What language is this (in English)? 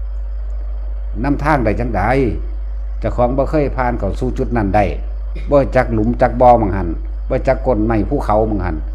Northeastern Thai